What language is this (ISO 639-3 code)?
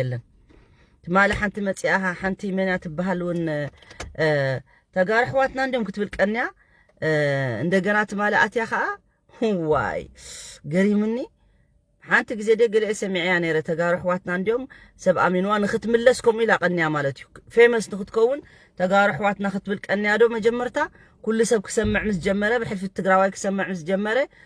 tir